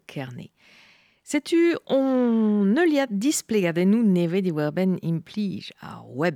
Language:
Breton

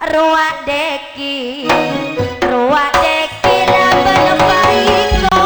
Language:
Madurese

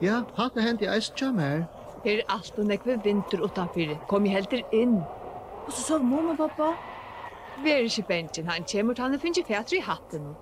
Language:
Faroese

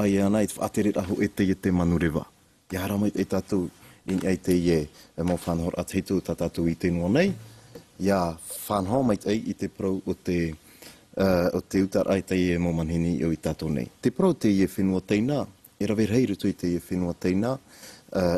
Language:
Tahitian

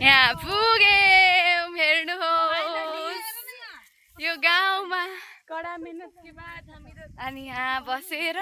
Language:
Nepali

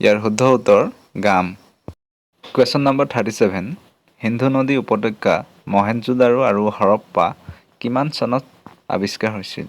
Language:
Assamese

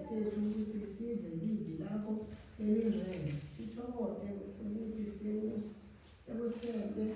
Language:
Swati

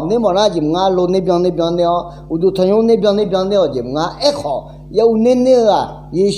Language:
Akha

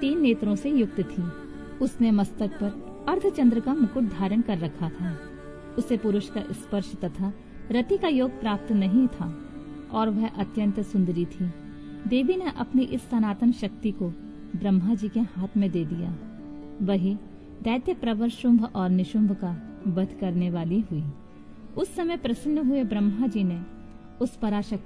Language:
Hindi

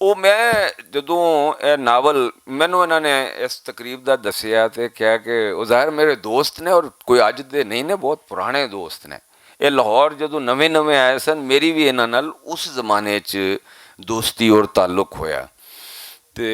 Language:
Western Panjabi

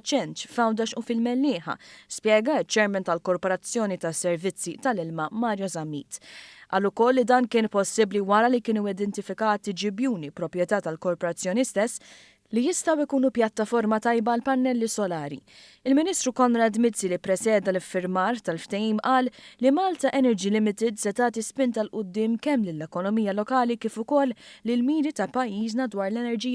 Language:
Maltese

